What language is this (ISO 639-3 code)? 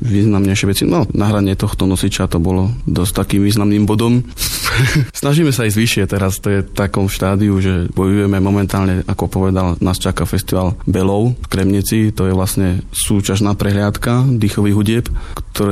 slk